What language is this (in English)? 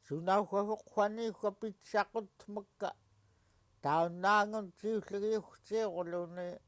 Central Yupik